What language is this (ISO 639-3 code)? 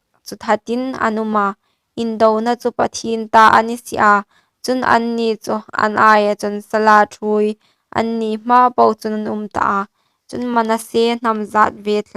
hmr